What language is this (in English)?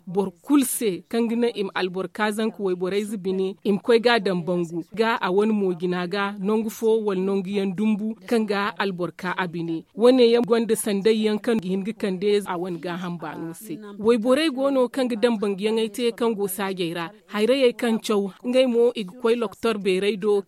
Zarma